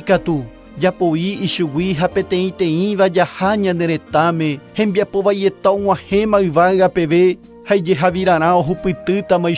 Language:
Guarani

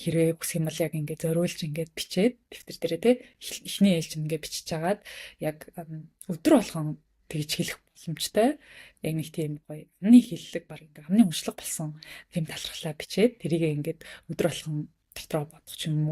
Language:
Mongolian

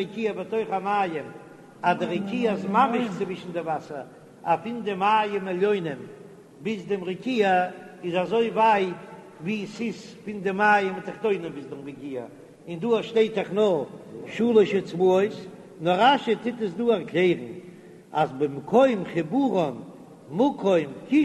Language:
Yiddish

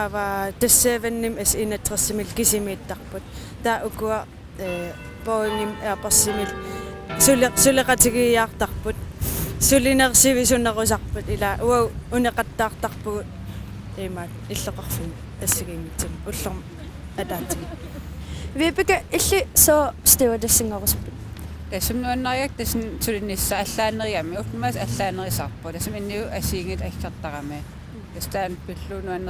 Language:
Kalaallisut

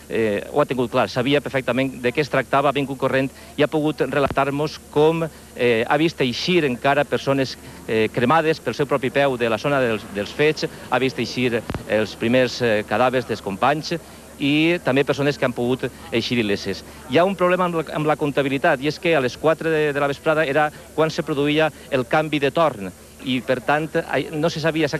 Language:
Catalan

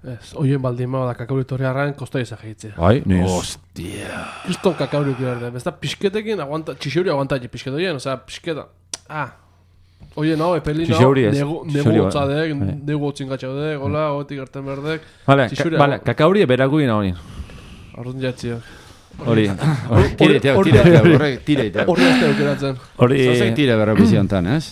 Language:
Basque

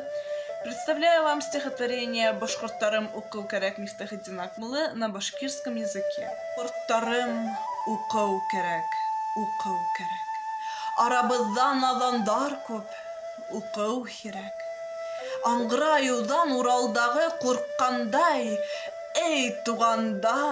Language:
Bashkir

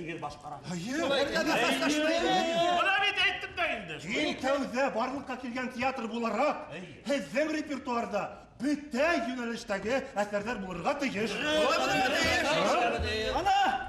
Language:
Bashkir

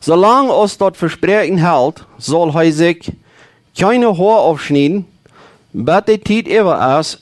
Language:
Plautdietsch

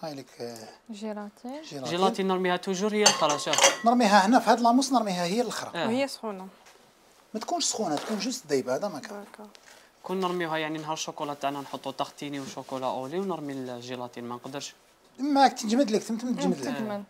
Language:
Algerian Arabic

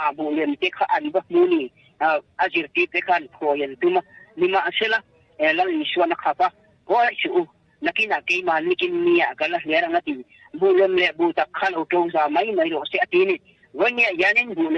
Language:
Mizo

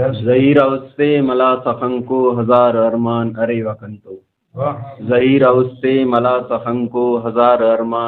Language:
Brahui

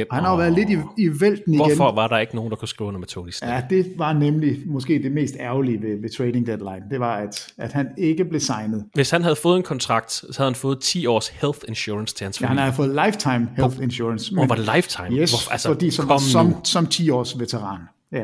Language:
Danish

